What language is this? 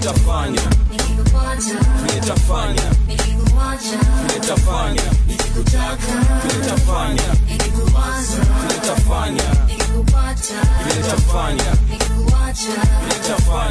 Swahili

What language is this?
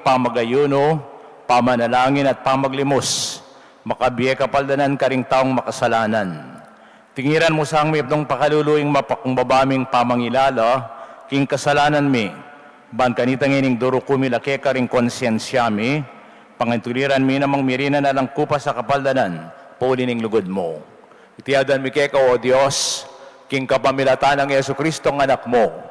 Pampanga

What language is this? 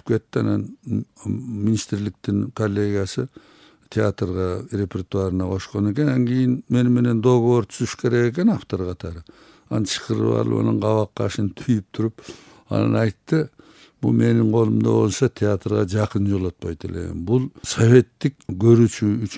Kyrgyz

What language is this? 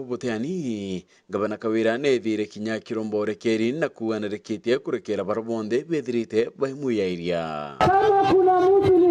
Meru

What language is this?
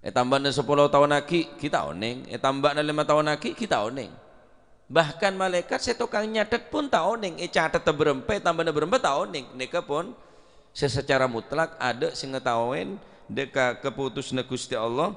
Madurese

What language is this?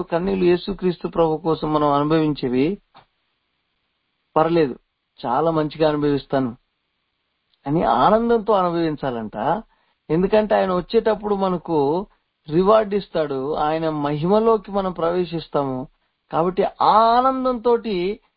Telugu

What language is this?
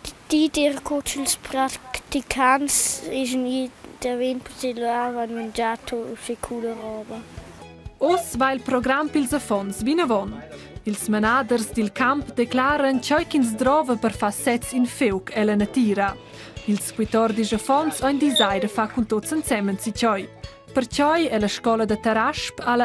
Romansh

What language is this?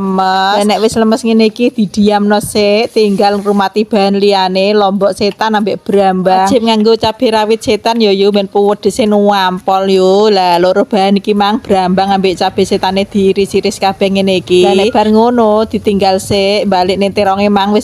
Javanese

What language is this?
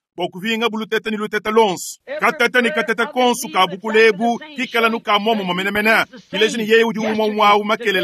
Luba-Lulua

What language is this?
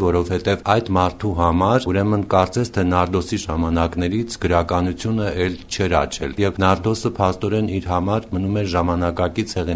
Armenian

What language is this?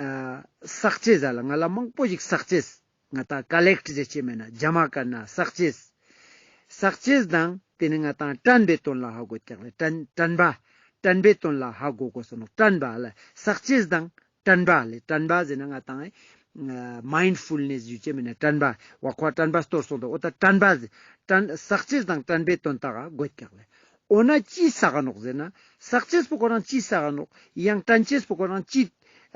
Ladakhi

